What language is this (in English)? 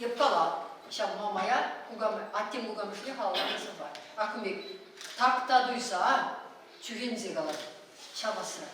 Chuvash